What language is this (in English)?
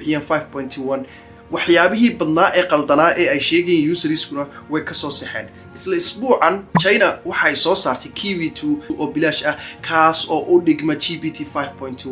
Somali